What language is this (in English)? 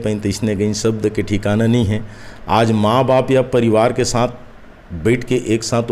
Chhattisgarhi